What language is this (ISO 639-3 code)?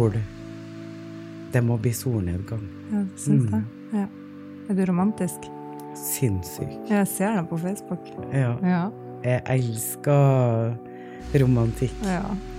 nor